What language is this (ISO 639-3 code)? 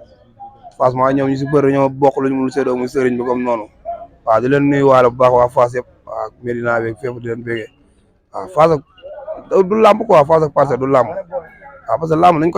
wol